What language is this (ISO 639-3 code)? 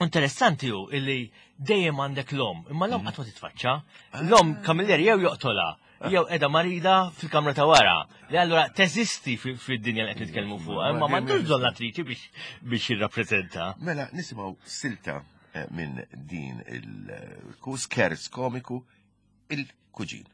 mlt